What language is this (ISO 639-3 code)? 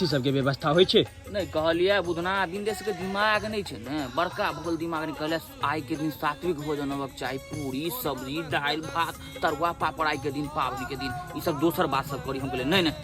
mai